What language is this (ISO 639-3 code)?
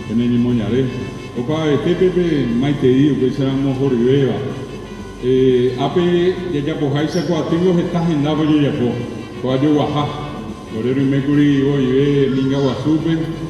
grn